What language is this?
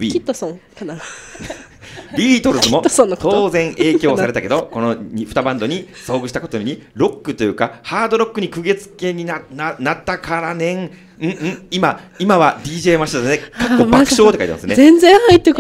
Japanese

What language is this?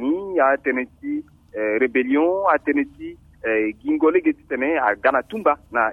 Sango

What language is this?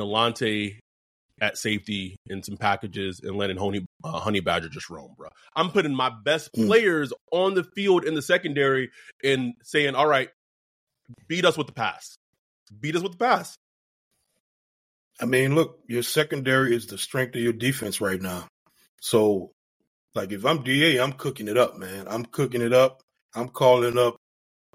English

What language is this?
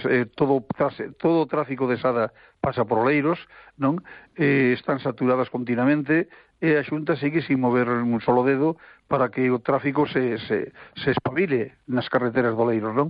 Galician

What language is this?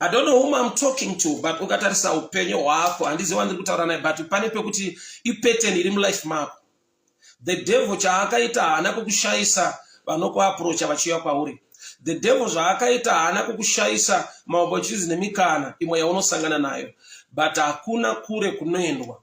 Shona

